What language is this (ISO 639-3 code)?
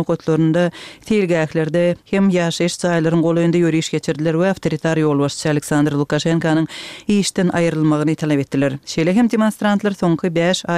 tuk